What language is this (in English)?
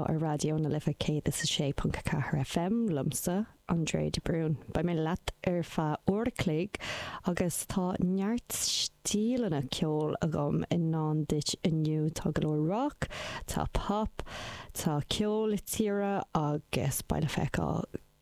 Irish